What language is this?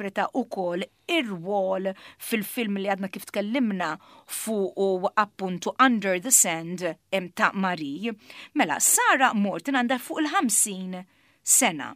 Maltese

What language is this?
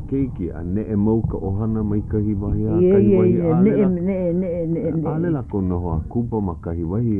Hawaiian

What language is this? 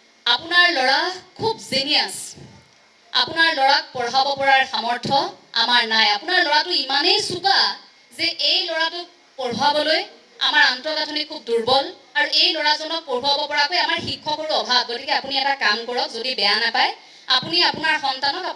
Assamese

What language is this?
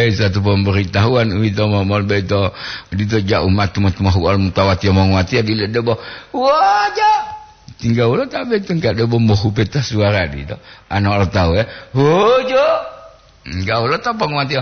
Gorontalo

